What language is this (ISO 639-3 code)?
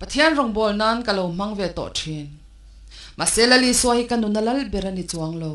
lus